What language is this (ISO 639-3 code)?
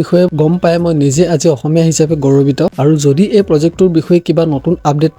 asm